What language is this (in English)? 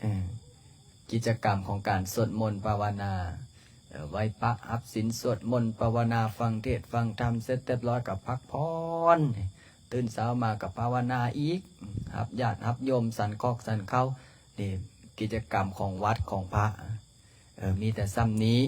Lao